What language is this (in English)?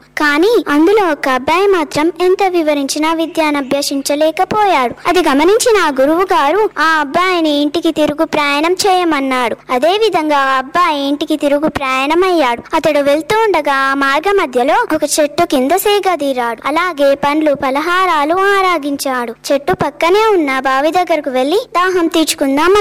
Telugu